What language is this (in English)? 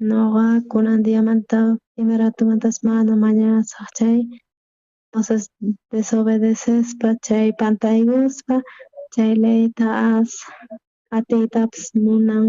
South Bolivian Quechua